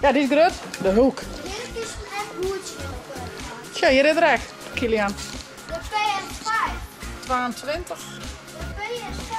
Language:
Western Frisian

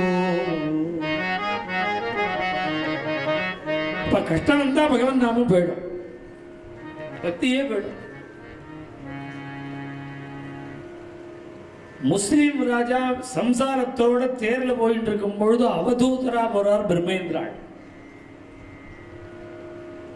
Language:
Tamil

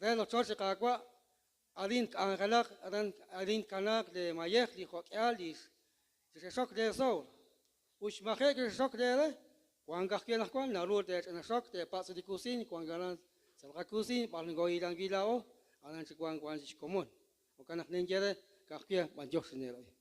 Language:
Kekchí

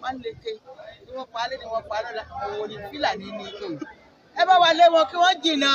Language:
Yoruba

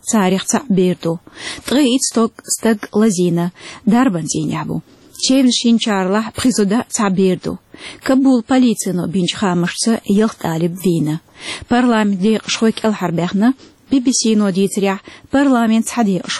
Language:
Chechen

